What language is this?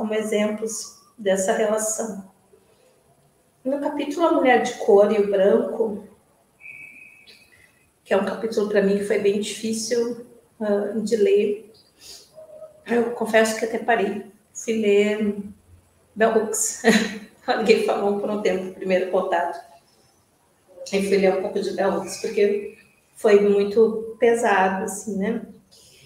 Portuguese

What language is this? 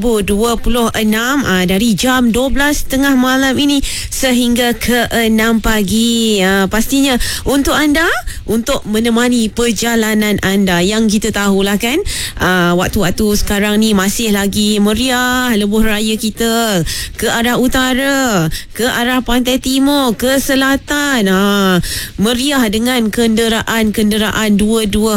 Malay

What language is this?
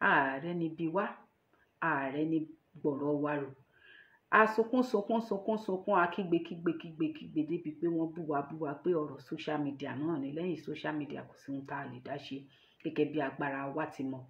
Yoruba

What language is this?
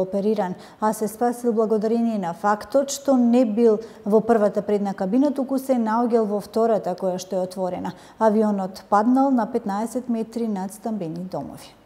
Macedonian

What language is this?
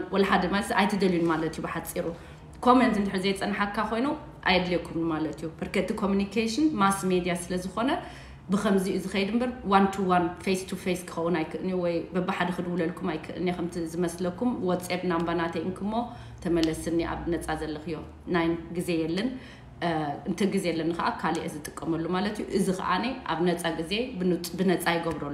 Tigrinya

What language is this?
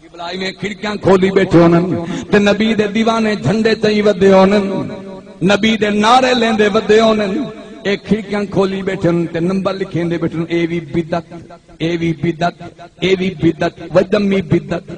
Saraiki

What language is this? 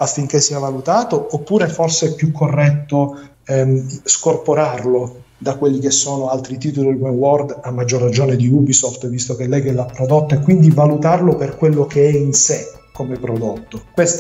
Italian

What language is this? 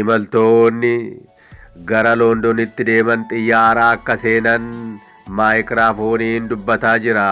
Oromo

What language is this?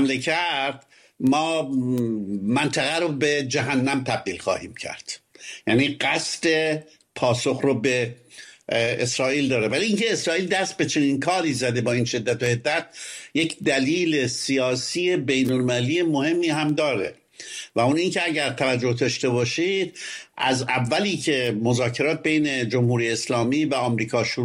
Persian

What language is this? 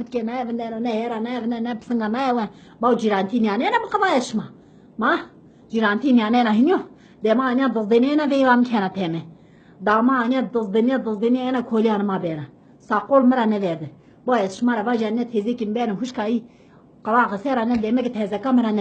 Zaza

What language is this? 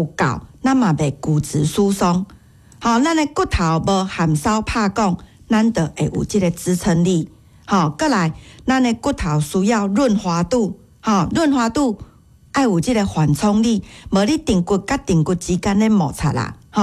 Min Nan Chinese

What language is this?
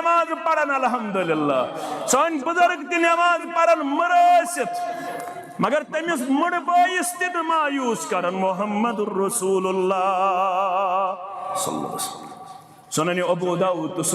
Kashmiri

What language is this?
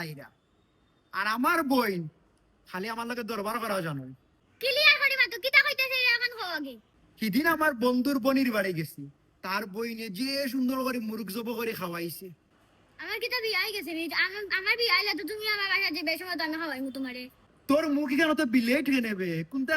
Sylheti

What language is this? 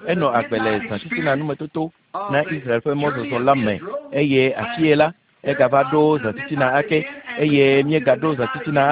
Ewe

